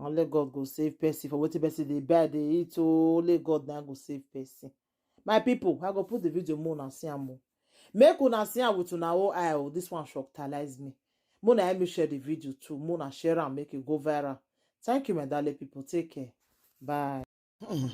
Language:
Nigerian Pidgin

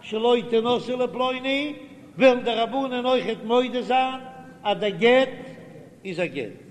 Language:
Yiddish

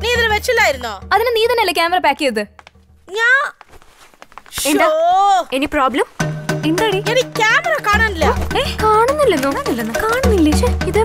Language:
Malayalam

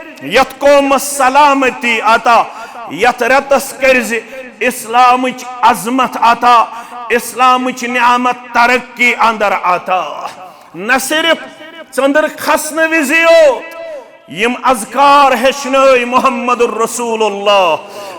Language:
Kashmiri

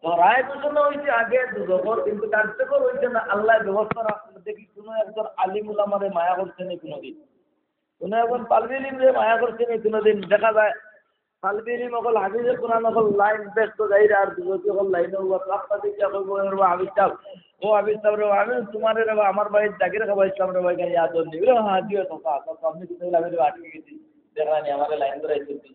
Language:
Sylheti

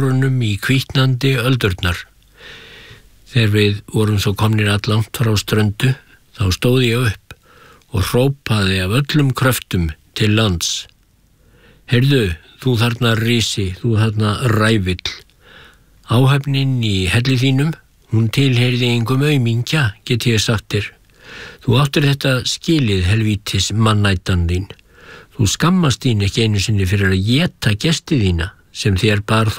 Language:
Icelandic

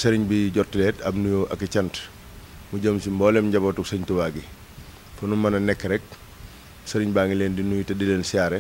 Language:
Wolof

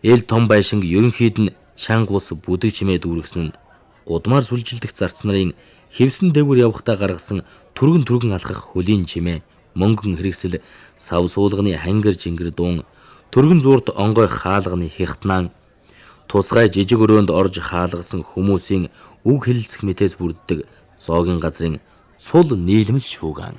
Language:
Mongolian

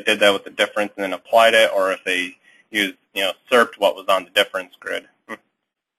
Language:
English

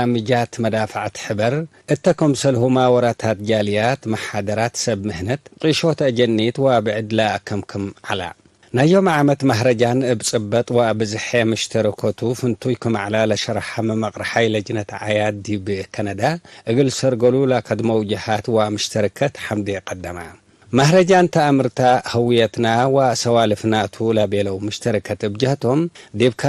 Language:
Tigre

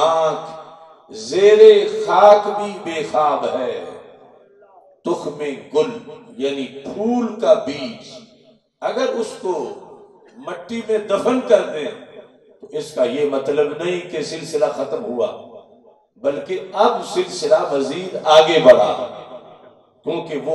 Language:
Urdu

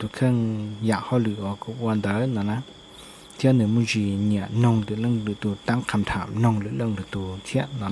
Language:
Hmong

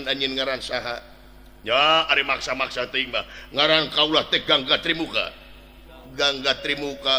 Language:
Sundanese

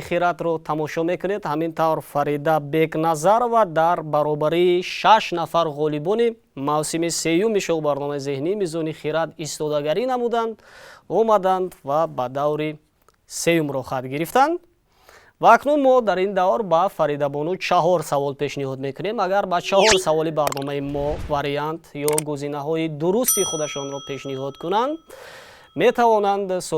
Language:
Tajik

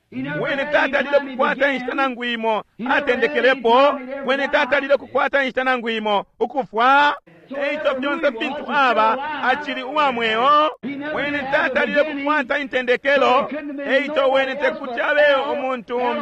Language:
Bemba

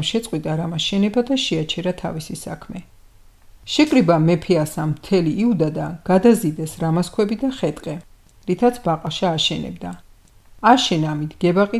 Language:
Georgian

